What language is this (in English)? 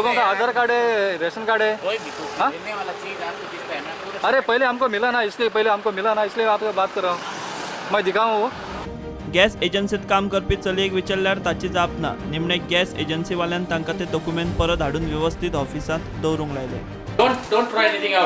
Konkani